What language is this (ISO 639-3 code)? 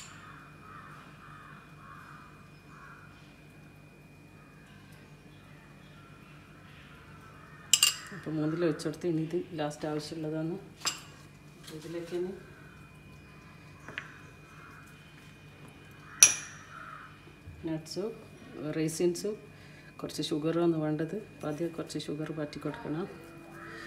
mal